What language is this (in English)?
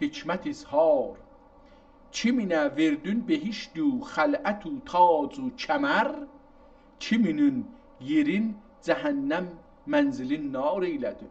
South Azerbaijani